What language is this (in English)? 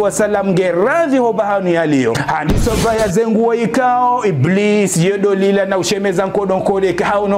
Ngazidja Comorian